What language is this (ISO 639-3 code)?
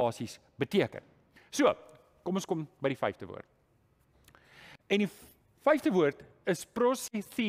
afr